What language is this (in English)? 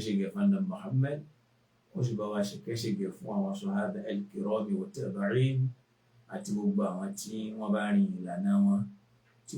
Yoruba